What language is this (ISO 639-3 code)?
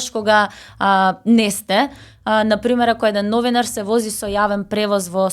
mkd